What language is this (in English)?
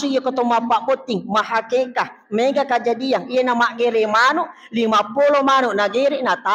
Buginese